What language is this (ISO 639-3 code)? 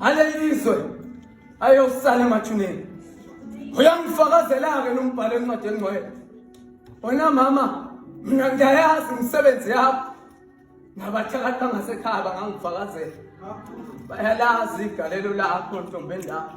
zul